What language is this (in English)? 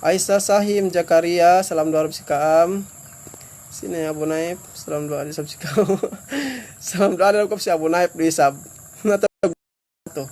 Yakan